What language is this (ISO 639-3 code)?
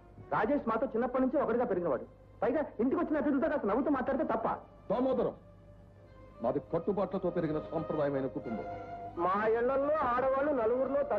tel